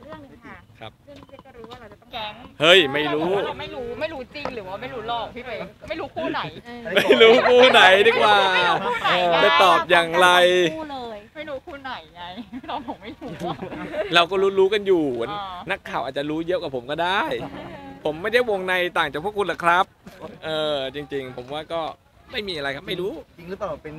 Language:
Thai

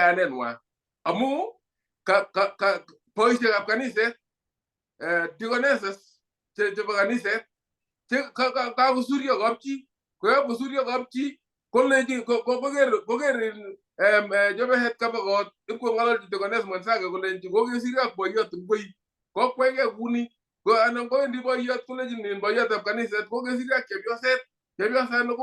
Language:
Kalenjin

